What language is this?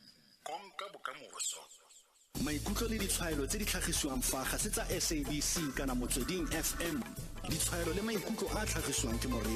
Tswana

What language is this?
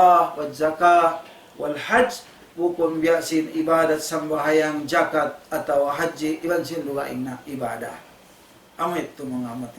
Tausug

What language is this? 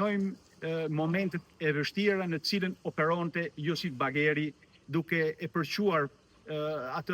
Albanian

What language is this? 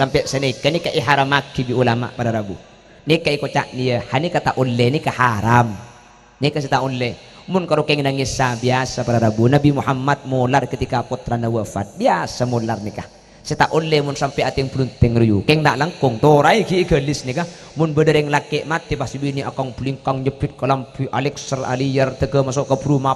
Madurese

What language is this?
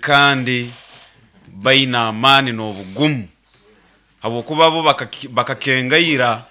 Nyankole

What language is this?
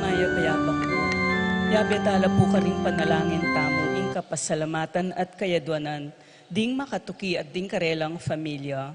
Pampanga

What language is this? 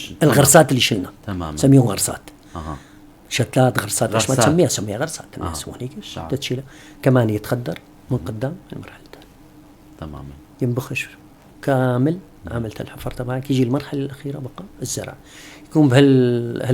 North Levantine Arabic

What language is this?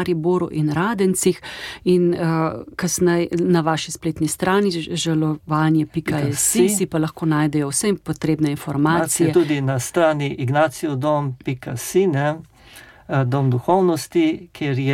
Slovenian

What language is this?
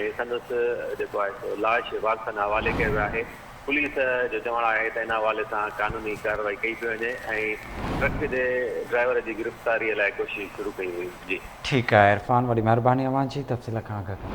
Sindhi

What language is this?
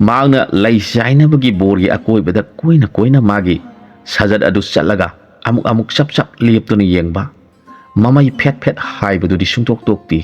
Manipuri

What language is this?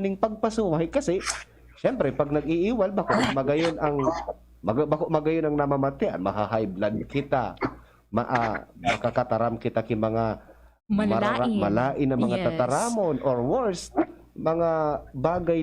Bikol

